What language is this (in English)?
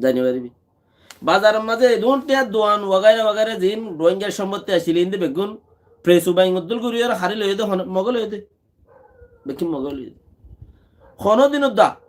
Rohingya